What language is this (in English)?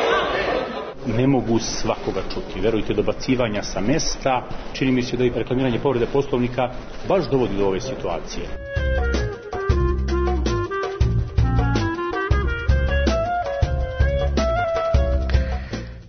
Serbian